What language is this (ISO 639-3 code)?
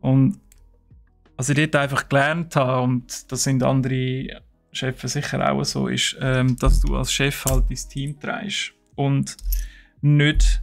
gsw